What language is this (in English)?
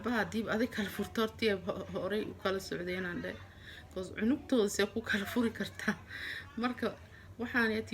Somali